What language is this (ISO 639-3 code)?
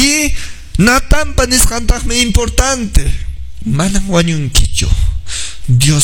que